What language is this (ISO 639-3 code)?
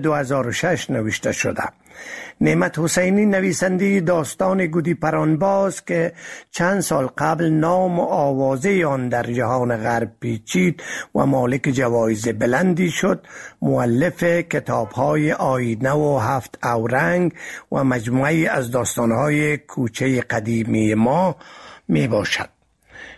fas